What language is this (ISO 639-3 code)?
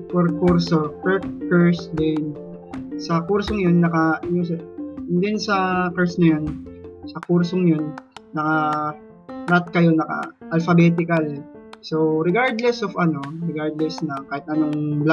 fil